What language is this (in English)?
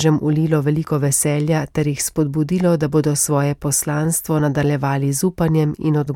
Slovenian